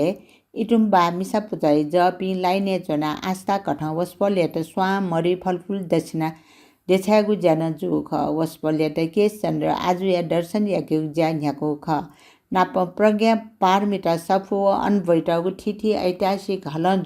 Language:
Newari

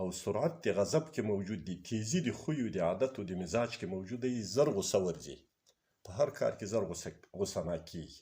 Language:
Pashto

